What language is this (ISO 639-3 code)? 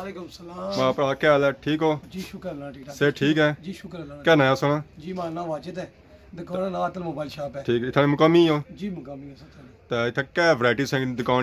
phr